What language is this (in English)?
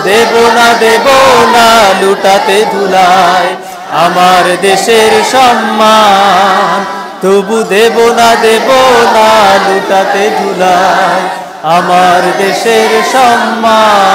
Bangla